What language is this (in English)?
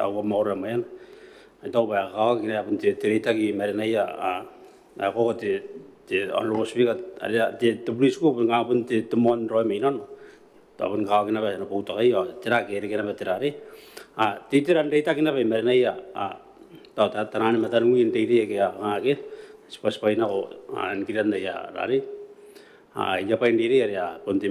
Gilbertese